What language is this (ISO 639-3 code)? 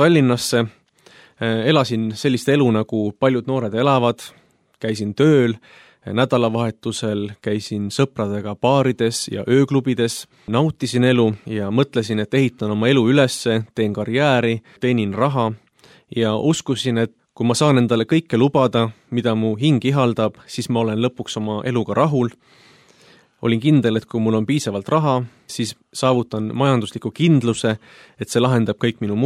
est